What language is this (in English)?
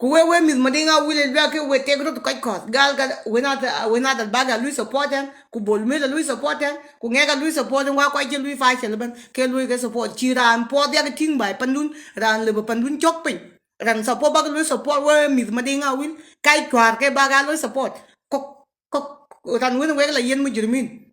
Nuer